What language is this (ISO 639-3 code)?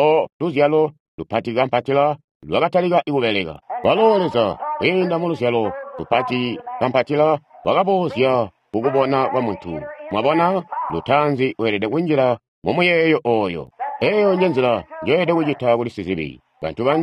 toi